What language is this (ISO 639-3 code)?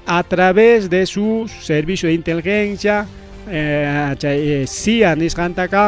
quy